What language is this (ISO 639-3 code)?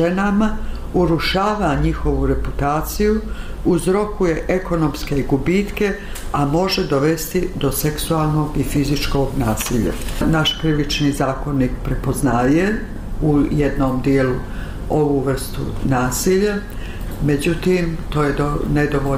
bos